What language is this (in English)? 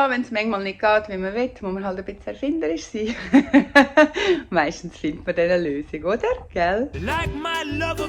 Swiss German